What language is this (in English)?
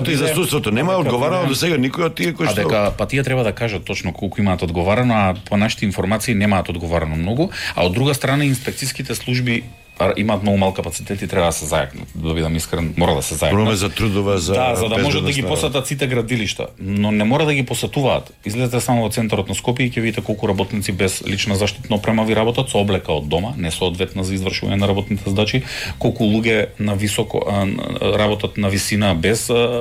Macedonian